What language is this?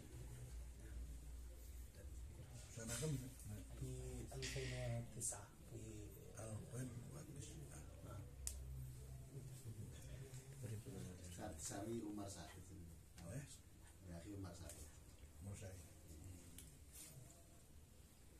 Indonesian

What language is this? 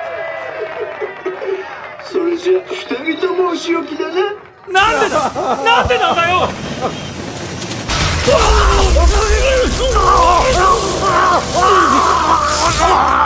Japanese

